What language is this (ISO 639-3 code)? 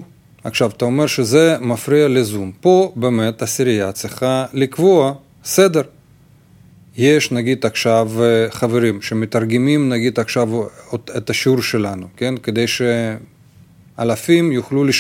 heb